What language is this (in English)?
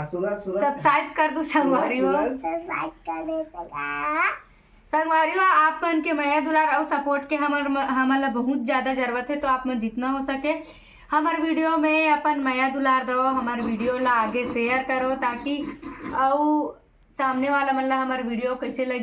Chhattisgarhi